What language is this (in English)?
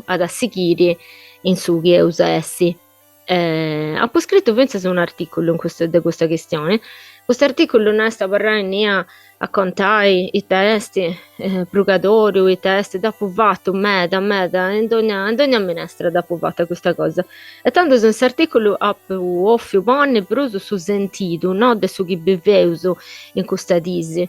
Sardinian